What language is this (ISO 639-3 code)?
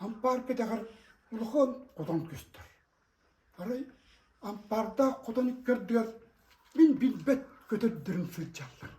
sah